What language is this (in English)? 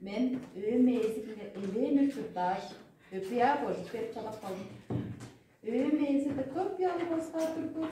Tuvinian